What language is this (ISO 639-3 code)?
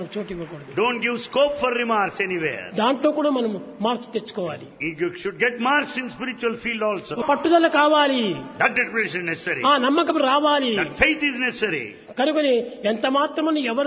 tel